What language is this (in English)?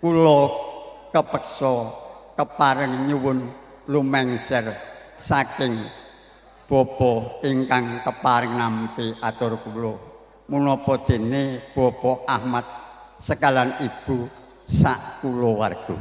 Javanese